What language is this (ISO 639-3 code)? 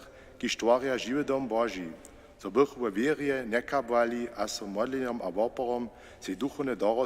hsb